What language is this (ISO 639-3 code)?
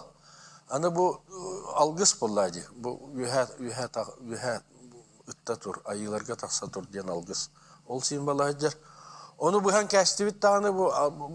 sah